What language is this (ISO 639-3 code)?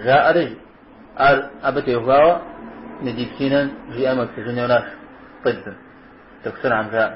kbd